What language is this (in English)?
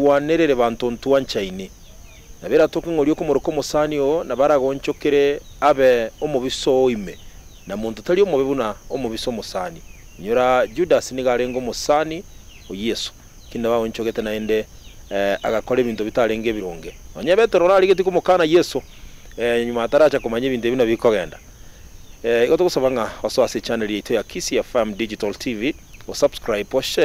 Gusii